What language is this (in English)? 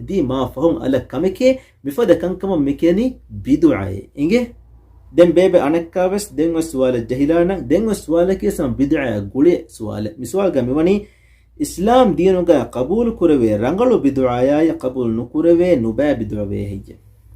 Divehi